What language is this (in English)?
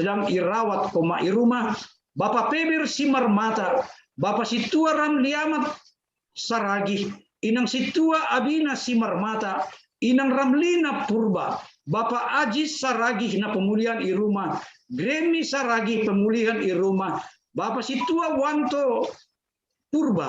Batak Simalungun